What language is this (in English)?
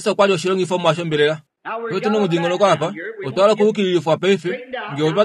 Kuanyama